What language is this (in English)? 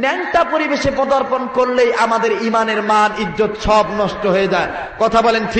Bangla